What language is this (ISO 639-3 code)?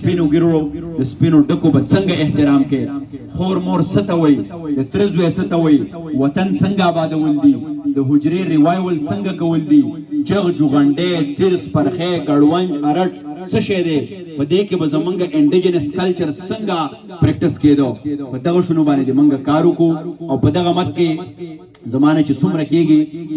pus